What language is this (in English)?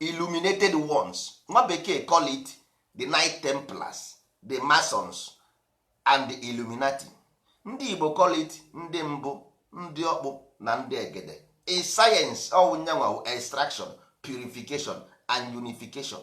Igbo